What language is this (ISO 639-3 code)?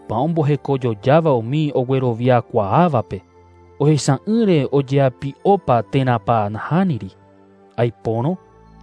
grn